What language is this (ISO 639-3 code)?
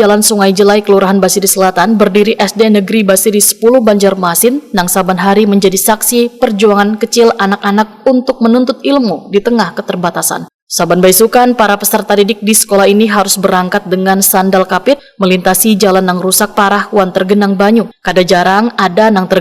bjn